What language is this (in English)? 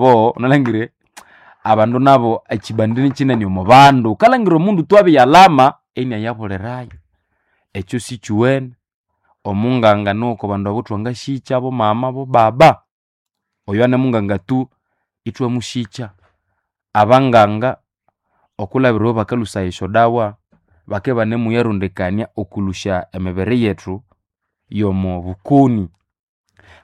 Nande